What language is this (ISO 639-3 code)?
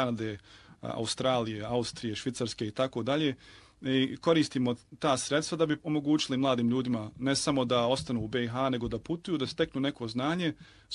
hrv